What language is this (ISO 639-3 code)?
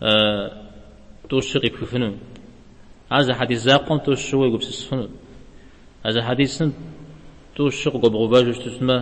kbd